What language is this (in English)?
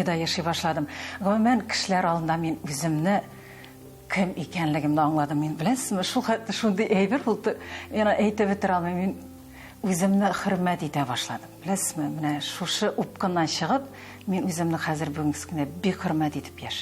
Tatar